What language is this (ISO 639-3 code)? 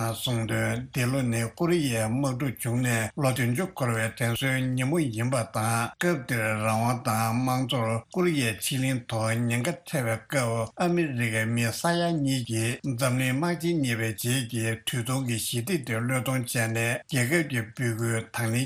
bod